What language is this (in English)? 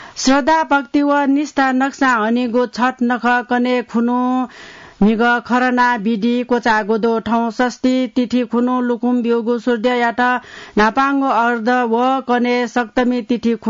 Newari